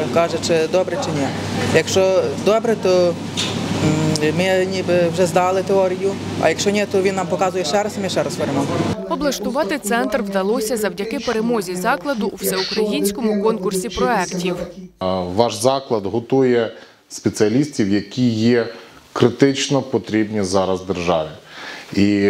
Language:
Ukrainian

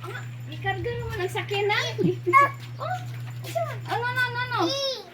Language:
Cebuano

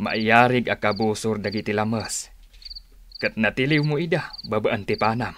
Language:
Iloko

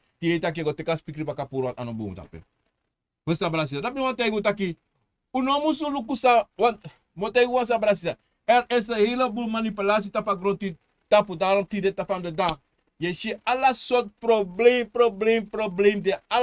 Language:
Sranan Tongo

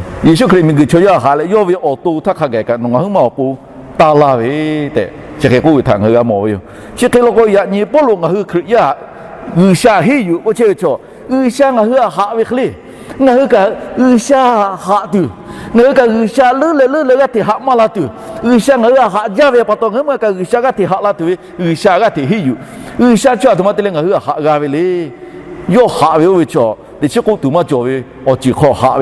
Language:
Lahu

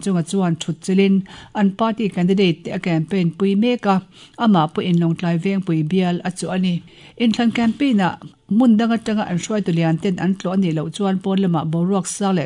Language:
Mizo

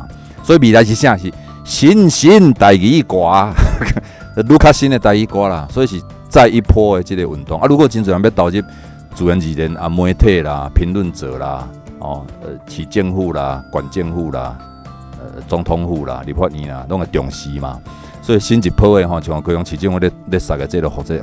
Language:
Min Nan Chinese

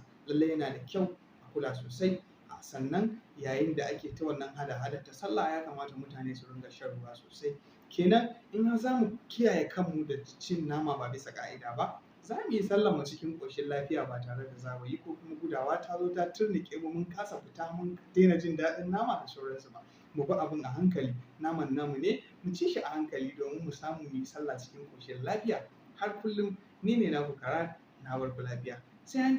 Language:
Hausa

